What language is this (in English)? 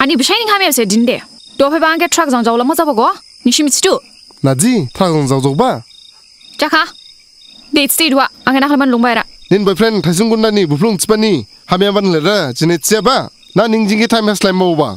Dimasa